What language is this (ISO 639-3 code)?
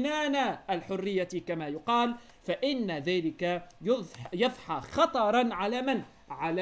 ara